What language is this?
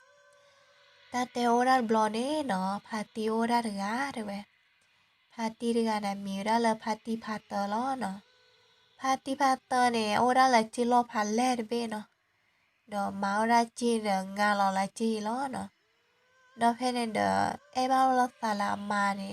S'gaw Karen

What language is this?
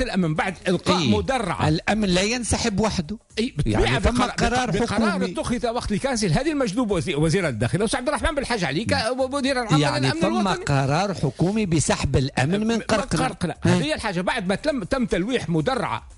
Tunisian Arabic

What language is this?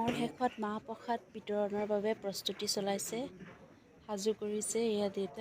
Assamese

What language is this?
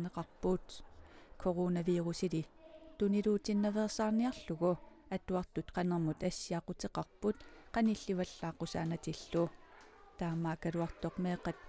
Kalaallisut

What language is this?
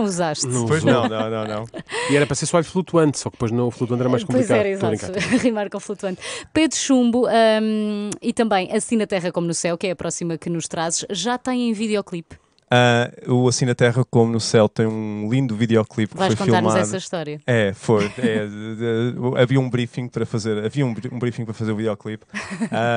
Portuguese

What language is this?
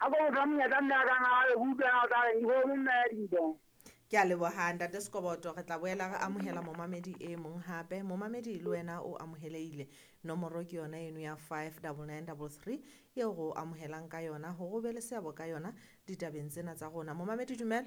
Southern Sotho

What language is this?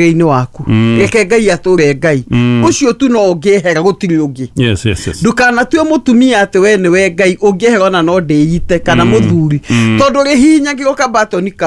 Kikuyu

